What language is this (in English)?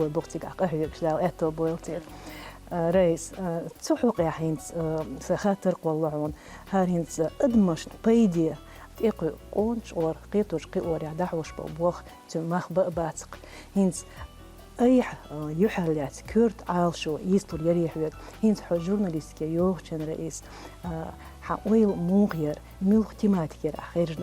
Chechen